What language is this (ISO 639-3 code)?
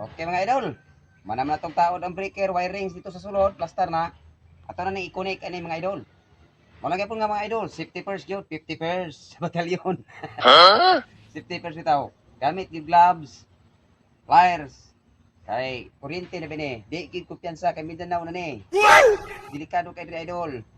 ceb